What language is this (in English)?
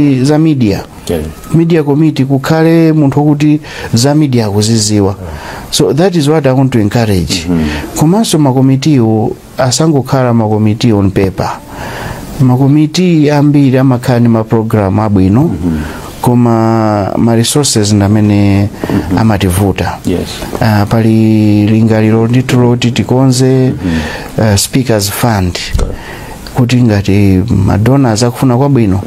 Nyanja